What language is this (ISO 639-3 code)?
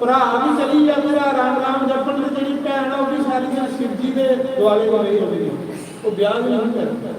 doi